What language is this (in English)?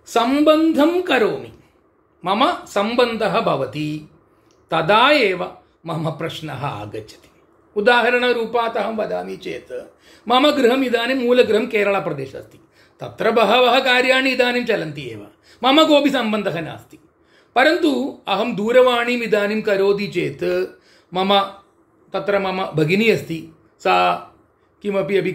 Sanskrit